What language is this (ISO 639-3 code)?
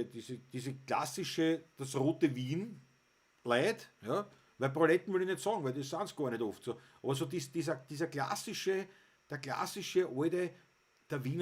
bar